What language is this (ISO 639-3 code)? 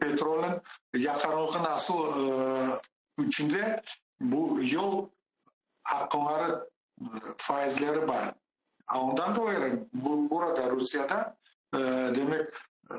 crh